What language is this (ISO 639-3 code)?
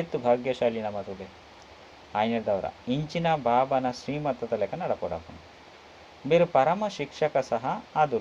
tcy